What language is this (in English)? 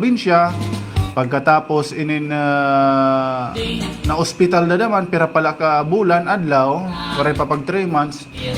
Waray